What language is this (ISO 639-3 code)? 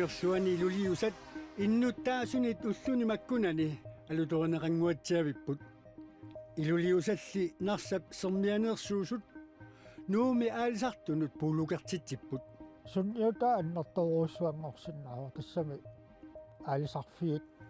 kal